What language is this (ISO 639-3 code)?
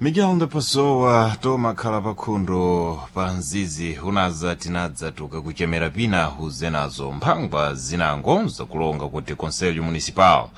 seh